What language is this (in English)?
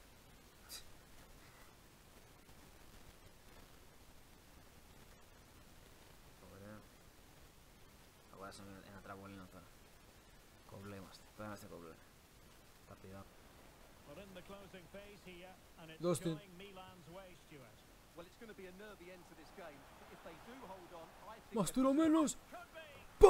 Greek